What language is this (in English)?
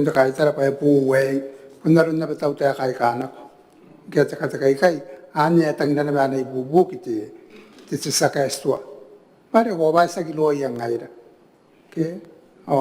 Gilbertese